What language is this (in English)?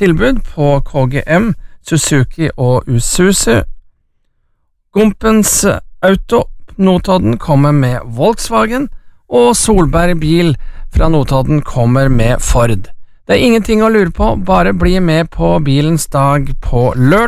Norwegian